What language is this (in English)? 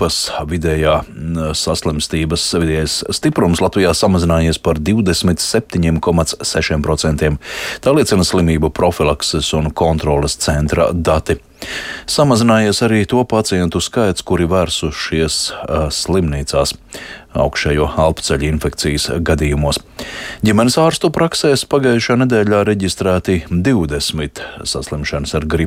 Latvian